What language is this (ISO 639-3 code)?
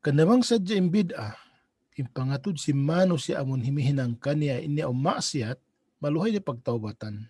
tsg